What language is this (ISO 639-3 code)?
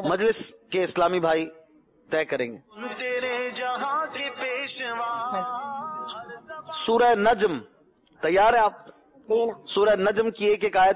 urd